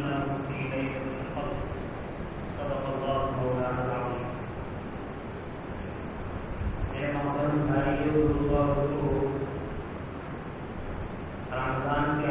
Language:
Urdu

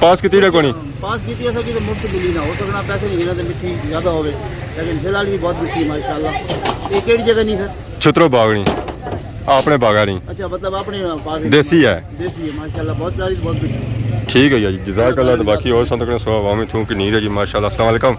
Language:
Pahari-Potwari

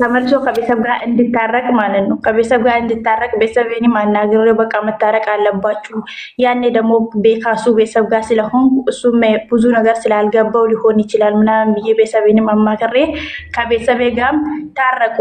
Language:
Amharic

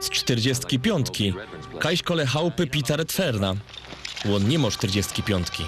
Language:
Silesian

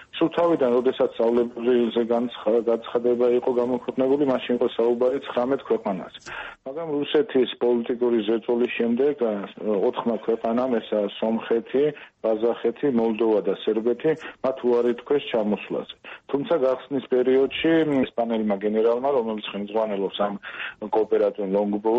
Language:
Georgian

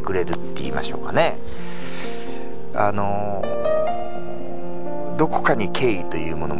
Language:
Japanese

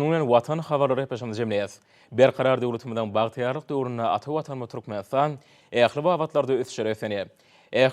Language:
Turkmen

